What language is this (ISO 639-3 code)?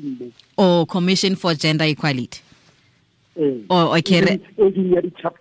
tsn